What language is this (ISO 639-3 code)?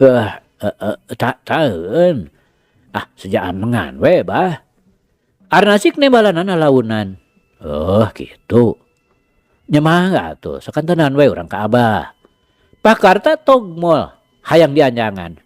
sun